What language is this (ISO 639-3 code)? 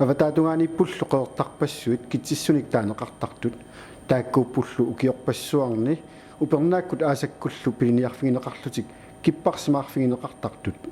kal